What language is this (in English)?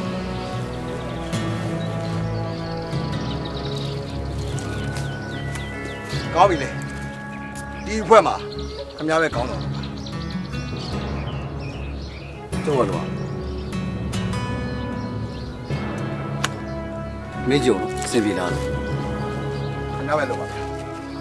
Burmese